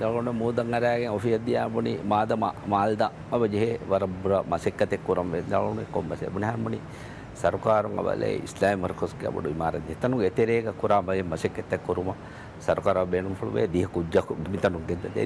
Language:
Divehi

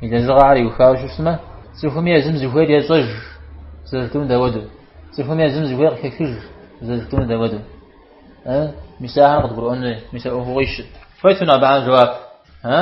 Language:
Kabardian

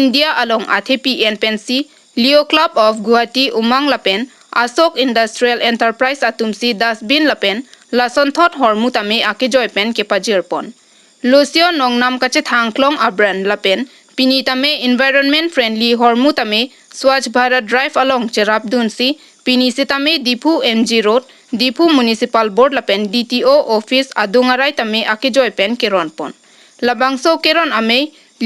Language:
Karbi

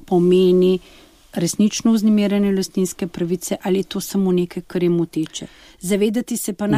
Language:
Slovenian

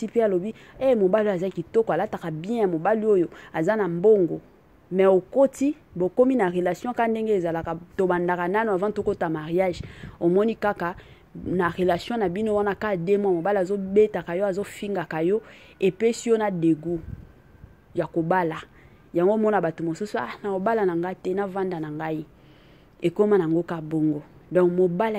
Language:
Lingala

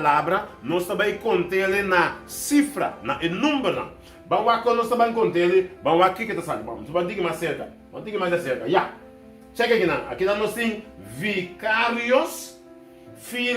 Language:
Papiamento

